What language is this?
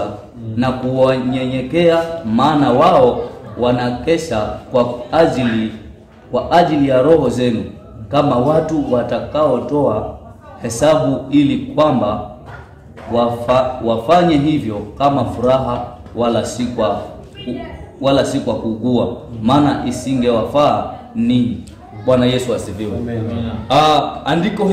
Swahili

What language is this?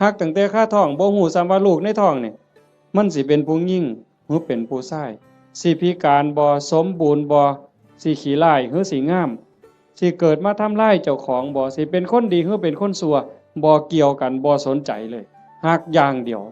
Northeastern Thai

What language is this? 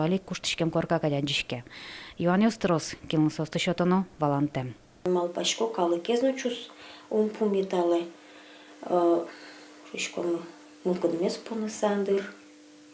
Udmurt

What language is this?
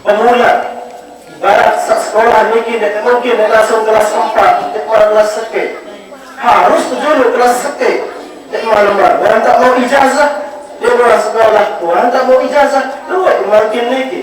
Sasak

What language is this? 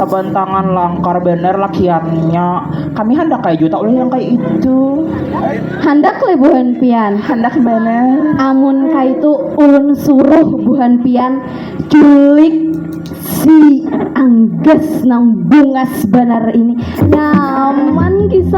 Banjar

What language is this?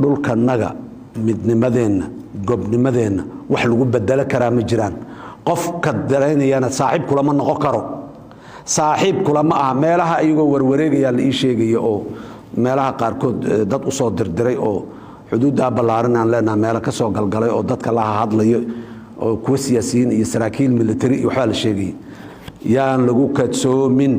Somali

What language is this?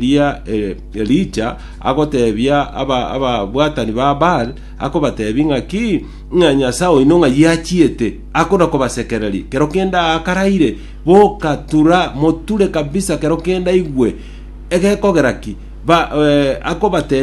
Gusii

